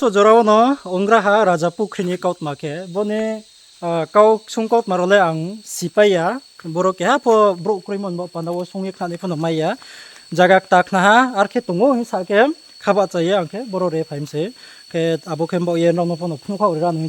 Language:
Riang (India)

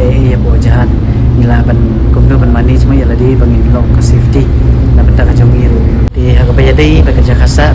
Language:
Khasi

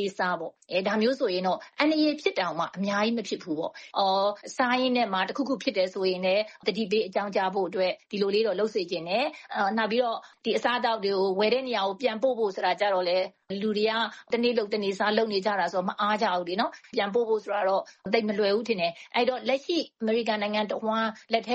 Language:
Burmese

